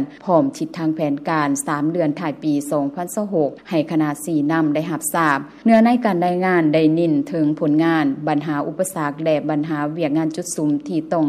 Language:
Lao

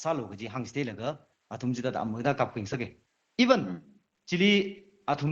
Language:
Tangkhul Naga (India)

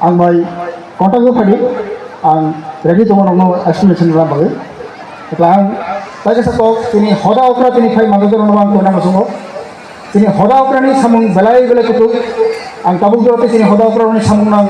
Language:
Kok Borok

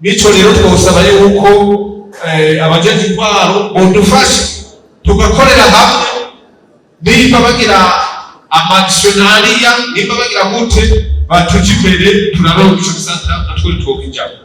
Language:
Rundi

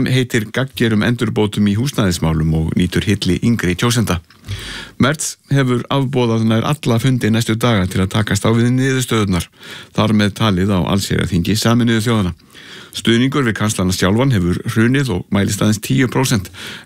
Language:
Icelandic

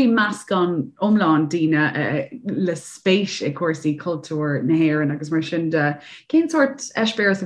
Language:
Irish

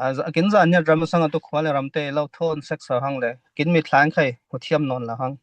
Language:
Falam Chin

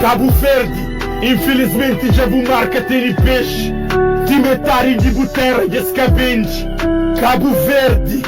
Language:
Kabuverdianu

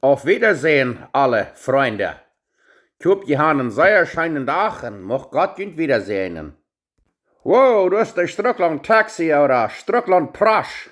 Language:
Plautdietsch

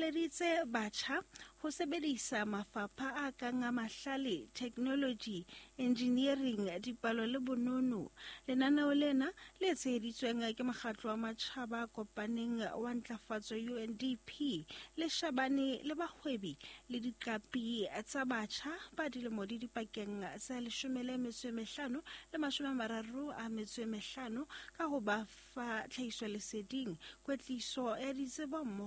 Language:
Southern Sotho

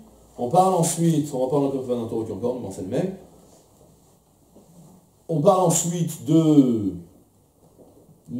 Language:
French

